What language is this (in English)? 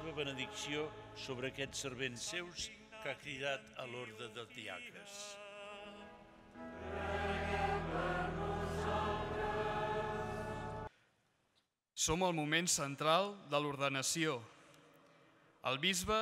Catalan